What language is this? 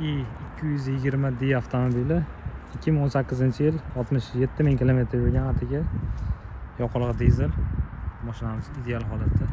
Uzbek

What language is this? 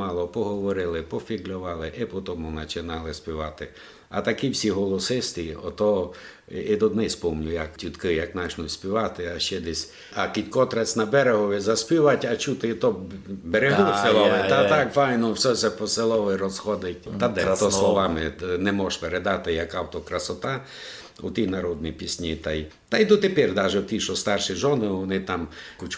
Rusyn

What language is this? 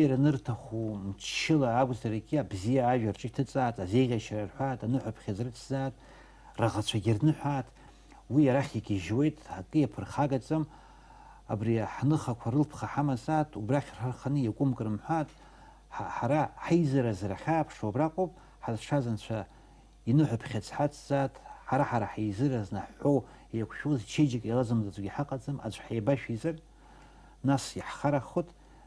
Abkhazian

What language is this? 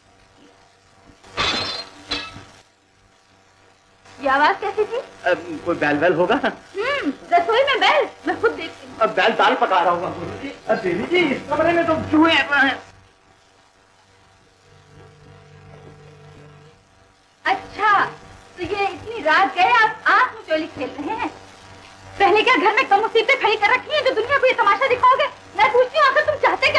Hindi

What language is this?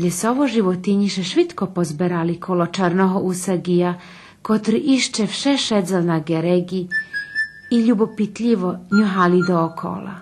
Rusyn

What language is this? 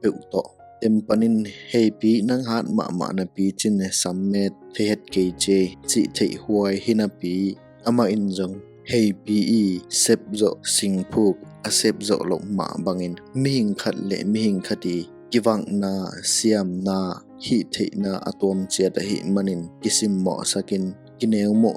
Tedim Chin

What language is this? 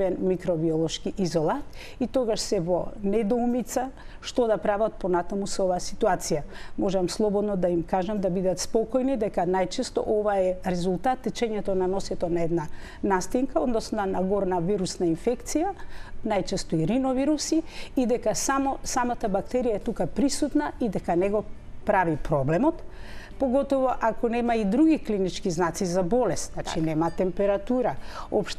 Macedonian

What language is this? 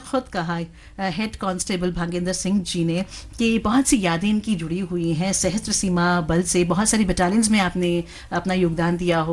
Hindi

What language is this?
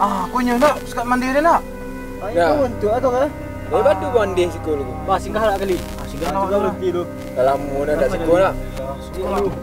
Minangkabau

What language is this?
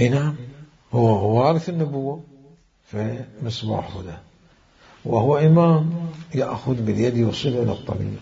Mesopotamian Arabic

